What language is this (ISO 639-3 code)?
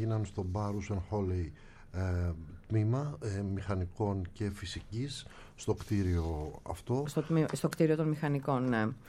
ell